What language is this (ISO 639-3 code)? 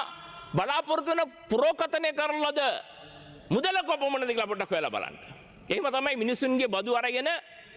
sin